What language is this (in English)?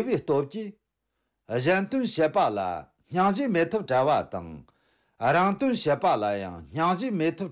Tibetan